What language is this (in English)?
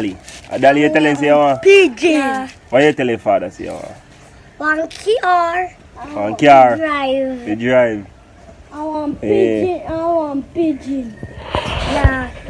Jamaican Creole English